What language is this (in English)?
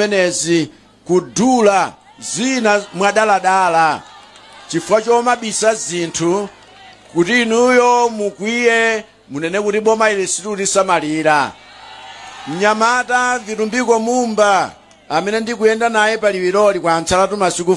Nyanja